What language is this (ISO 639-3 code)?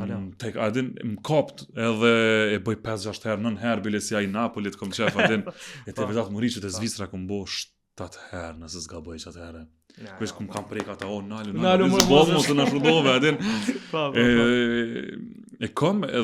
sqi